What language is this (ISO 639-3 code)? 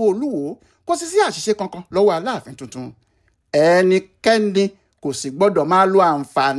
yor